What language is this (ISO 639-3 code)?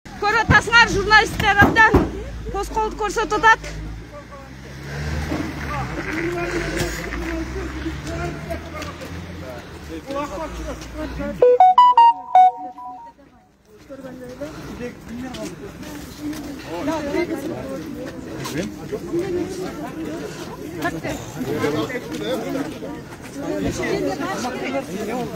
kir